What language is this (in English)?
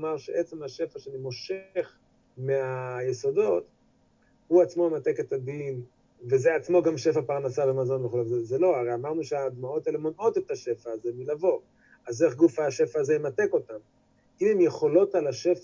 Hebrew